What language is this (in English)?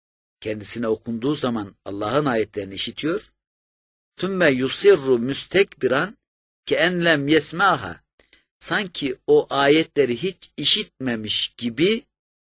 Turkish